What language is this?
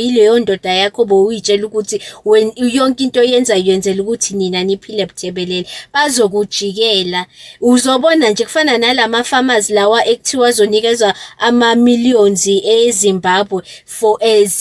Zulu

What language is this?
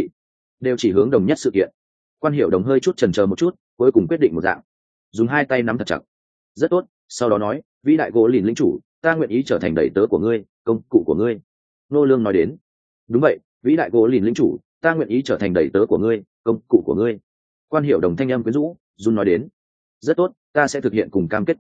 Vietnamese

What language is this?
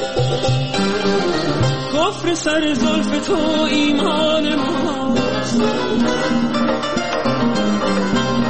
Persian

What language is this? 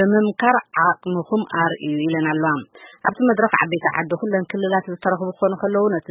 Tigrinya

